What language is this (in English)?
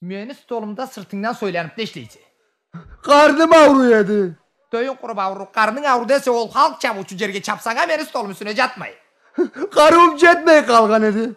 Karachay-Balkar